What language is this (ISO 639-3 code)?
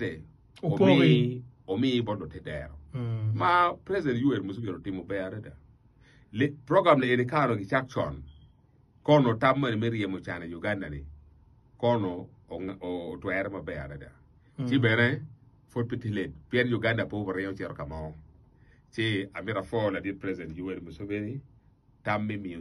ach